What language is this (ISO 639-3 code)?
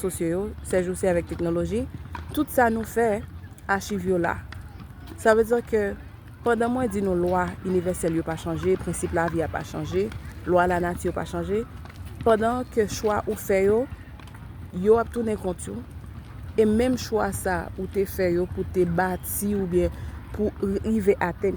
hat